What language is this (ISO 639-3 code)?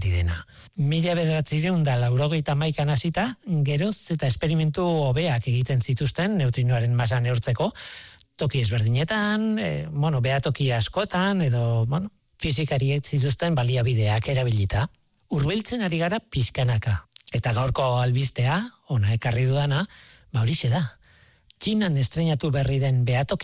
eus